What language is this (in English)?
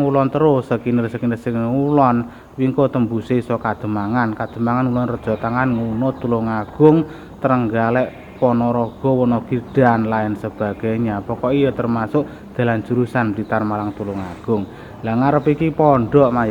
Javanese